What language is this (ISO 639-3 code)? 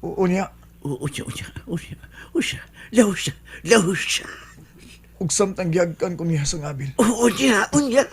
ceb